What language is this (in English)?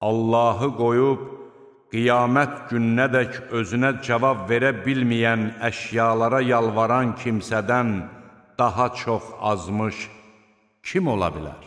Azerbaijani